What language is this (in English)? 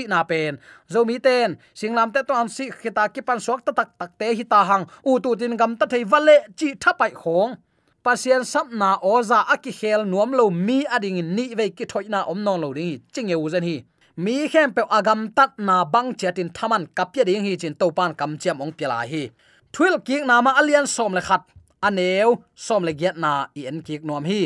Tedim Chin